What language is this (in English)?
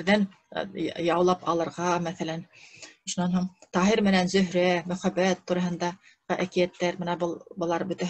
Bashkir